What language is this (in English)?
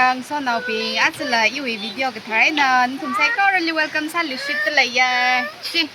Tangkhul Naga (India)